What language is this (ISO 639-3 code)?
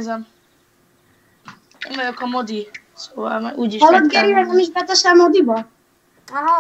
hun